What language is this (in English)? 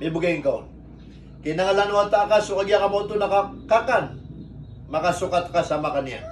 Maranao